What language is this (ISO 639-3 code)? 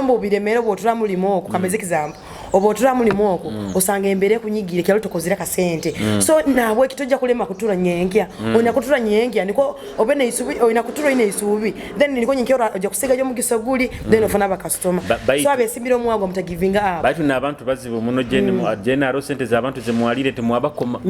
nyo